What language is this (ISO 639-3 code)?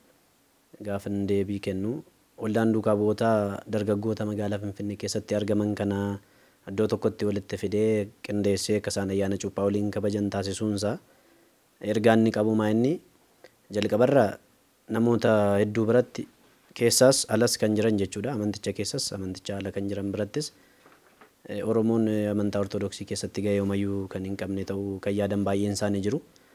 orm